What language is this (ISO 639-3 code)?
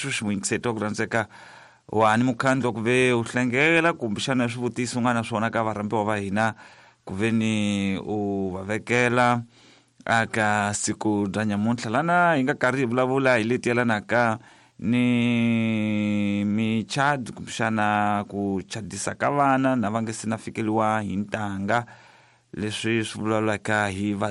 tso